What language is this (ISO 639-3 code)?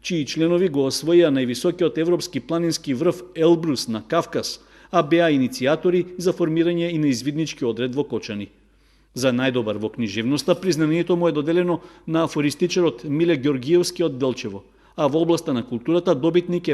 mkd